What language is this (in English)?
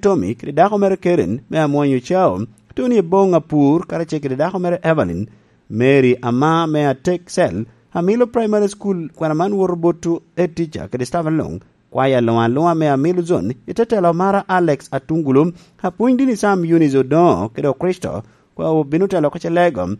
Lango (Uganda)